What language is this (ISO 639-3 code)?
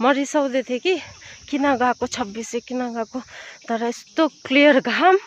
nep